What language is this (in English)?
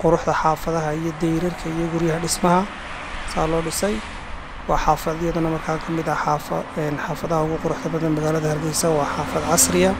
Somali